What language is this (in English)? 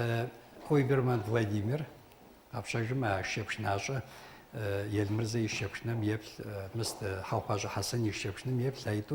Kabardian